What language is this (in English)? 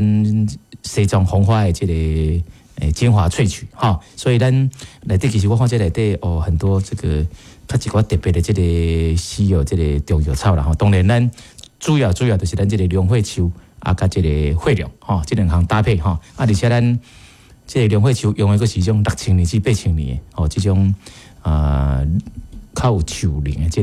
Min Nan Chinese